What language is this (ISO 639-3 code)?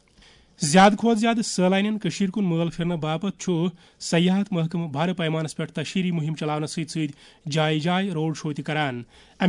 kas